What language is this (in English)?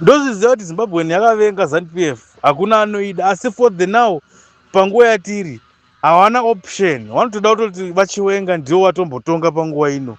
Shona